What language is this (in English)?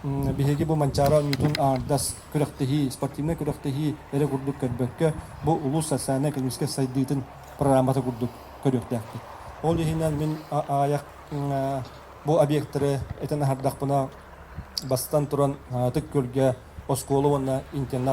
Yakut